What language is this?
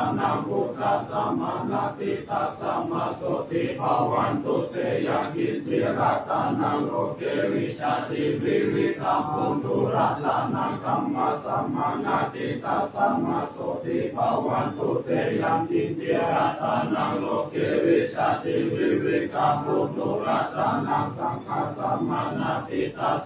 Pali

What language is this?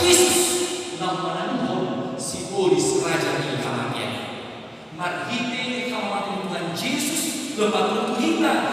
Batak Toba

